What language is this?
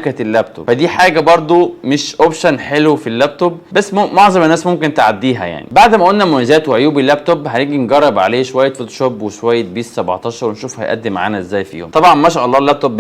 Egyptian Arabic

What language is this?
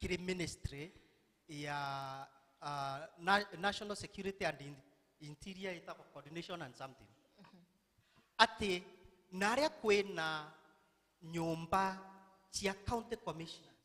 Meru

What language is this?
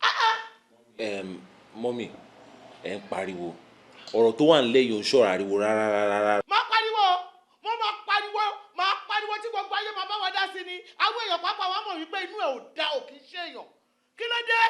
Yoruba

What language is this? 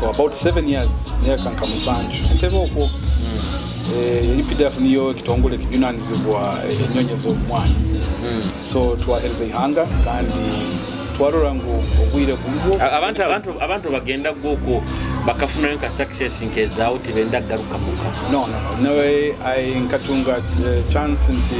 Nyoro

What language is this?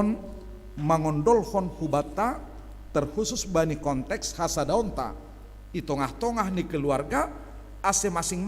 Batak Simalungun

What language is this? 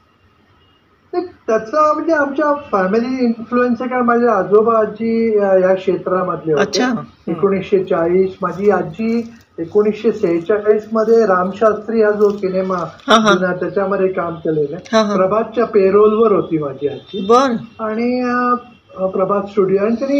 Marathi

